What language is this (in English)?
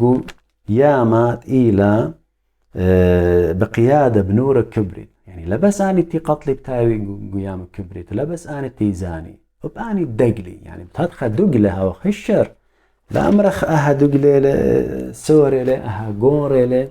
Assyrian Neo-Aramaic